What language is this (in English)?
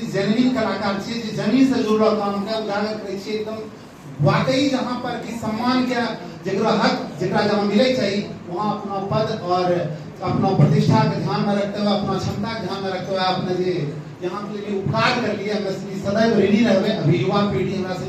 Angika